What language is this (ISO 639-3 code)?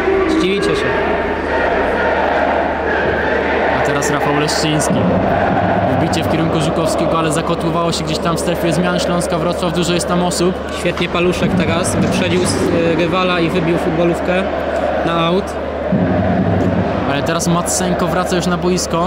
pol